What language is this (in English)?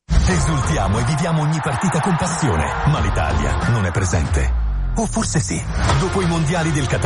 Italian